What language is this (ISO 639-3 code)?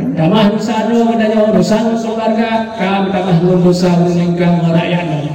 ace